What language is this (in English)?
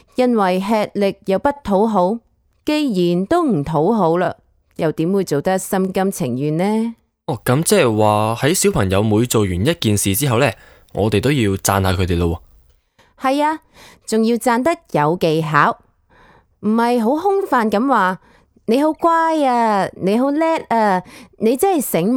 Cantonese